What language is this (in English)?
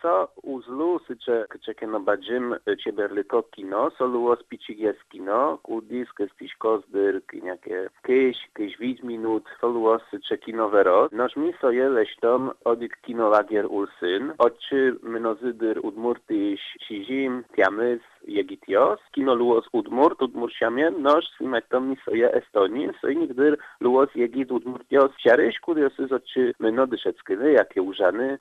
Udmurt